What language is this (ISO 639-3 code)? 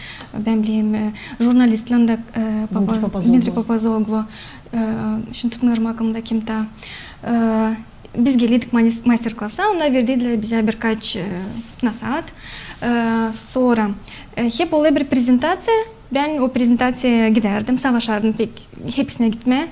gag